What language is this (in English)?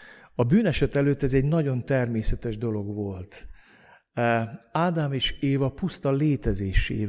Hungarian